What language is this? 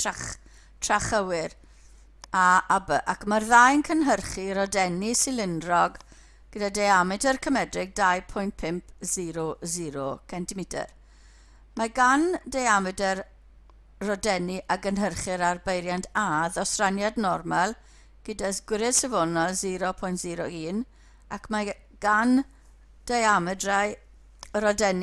Welsh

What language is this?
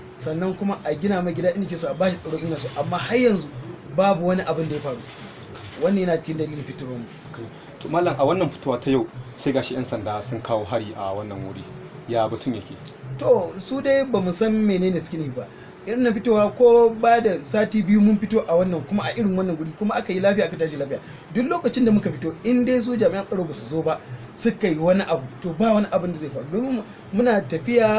Hausa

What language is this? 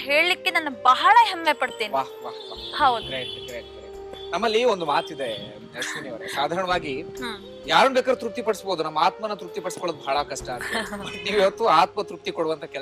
Kannada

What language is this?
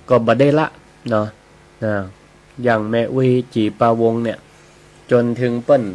Northern Thai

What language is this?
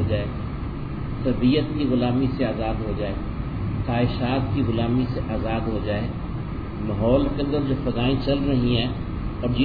Urdu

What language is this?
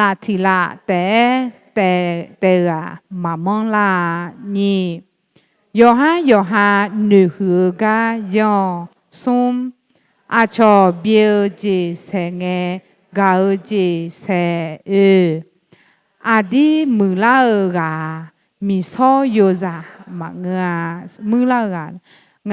Akha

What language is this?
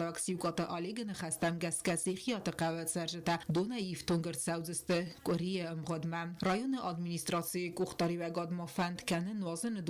Ossetic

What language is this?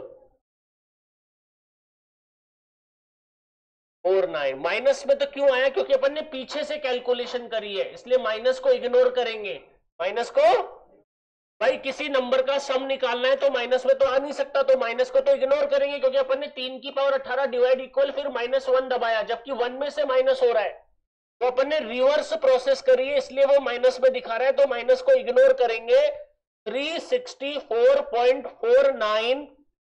Hindi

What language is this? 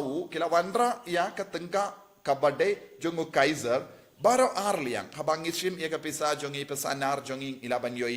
Khasi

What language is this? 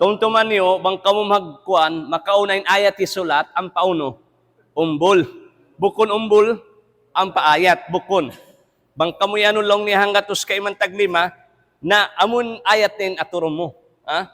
Tausug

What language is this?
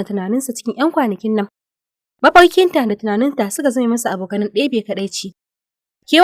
Hausa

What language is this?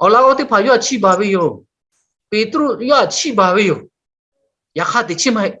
Lahu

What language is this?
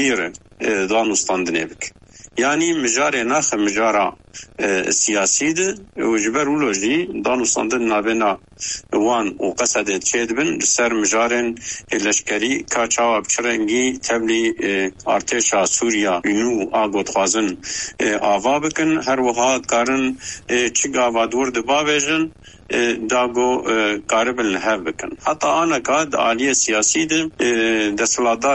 Kurdish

